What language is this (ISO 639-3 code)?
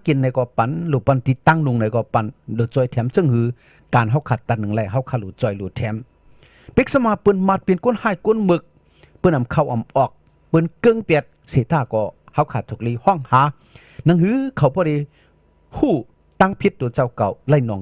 shn